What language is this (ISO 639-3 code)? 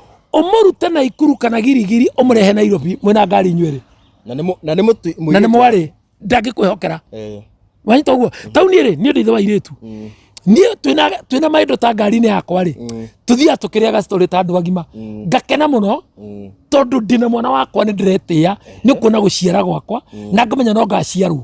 kik